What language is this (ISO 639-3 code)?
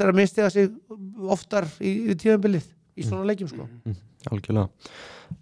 isl